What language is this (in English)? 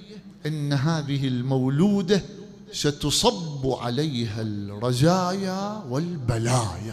Mesopotamian Arabic